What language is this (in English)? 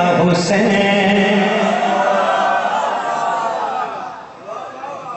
Urdu